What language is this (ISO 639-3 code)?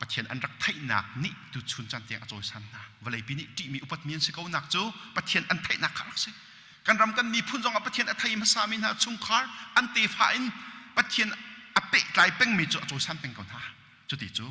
cnh